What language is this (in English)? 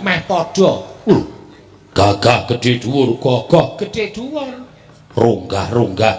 Javanese